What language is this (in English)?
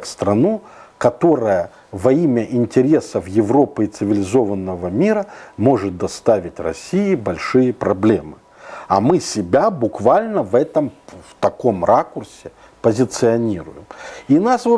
Russian